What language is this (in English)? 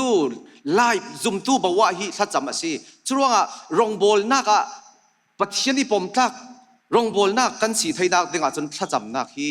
Falam Chin